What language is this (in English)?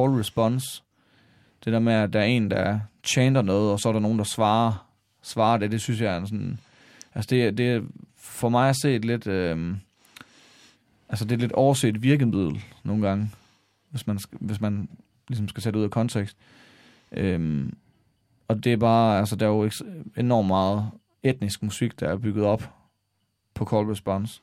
Danish